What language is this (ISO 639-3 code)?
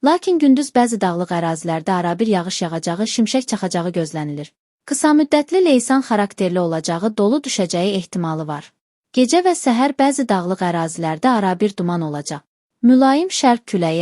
aze